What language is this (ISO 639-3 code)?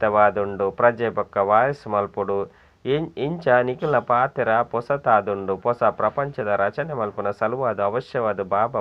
tcy